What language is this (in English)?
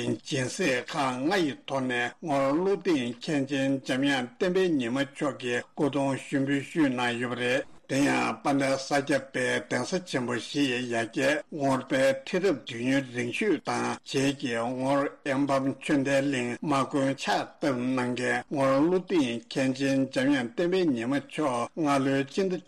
Tibetan